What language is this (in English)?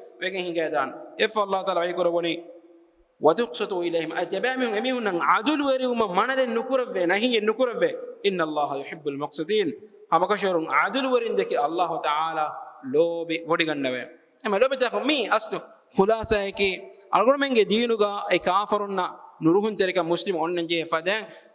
Divehi